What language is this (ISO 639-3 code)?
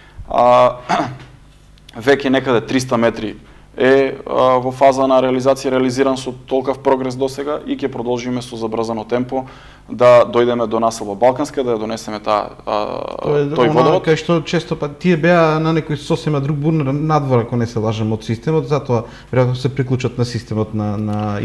mkd